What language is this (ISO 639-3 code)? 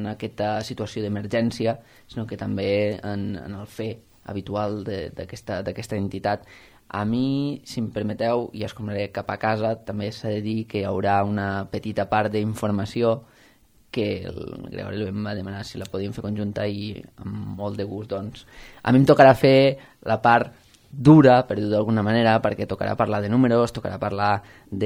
cat